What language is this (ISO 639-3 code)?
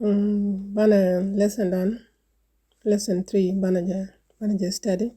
nus